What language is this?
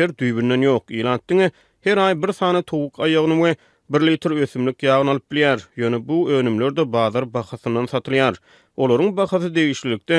Turkmen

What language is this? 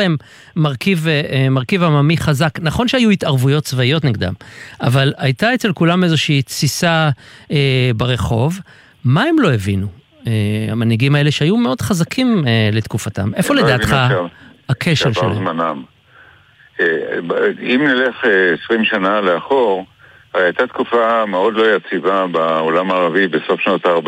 Hebrew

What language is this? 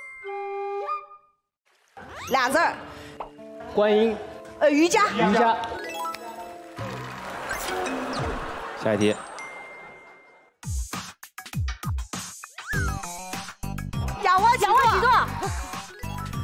Chinese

